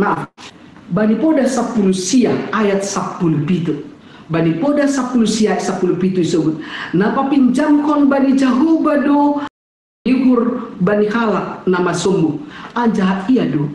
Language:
Batak Simalungun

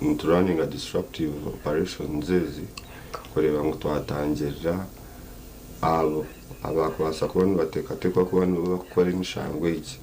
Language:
Nyankole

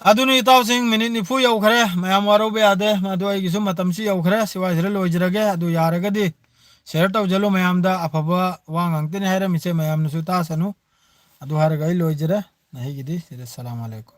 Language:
Manipuri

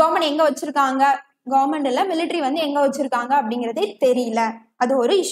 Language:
Tamil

